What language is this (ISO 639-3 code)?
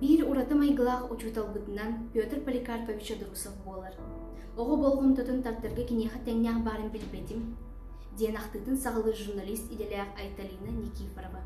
sah